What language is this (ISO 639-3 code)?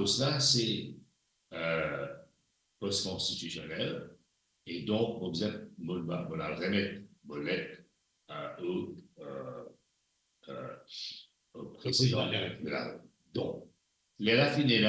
mfe